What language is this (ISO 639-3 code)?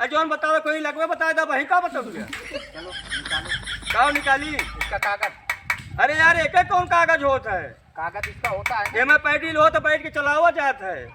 awa